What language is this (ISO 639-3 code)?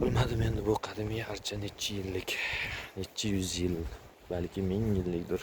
uzb